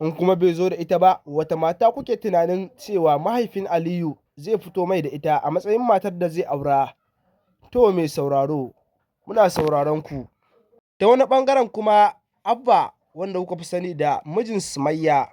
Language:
Hausa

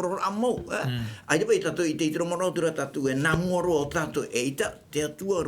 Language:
Tahitian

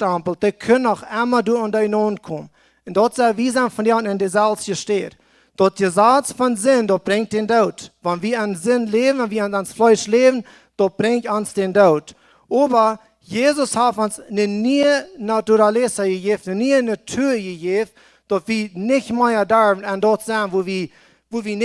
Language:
Plautdietsch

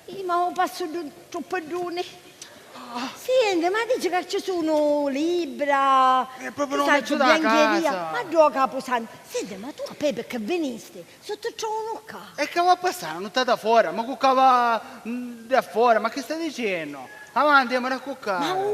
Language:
Sicilian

